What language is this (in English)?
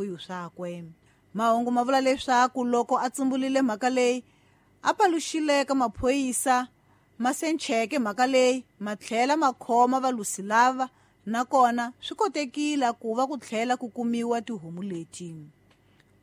Tsonga